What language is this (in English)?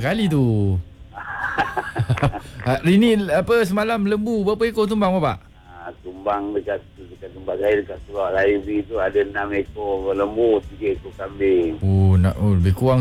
Malay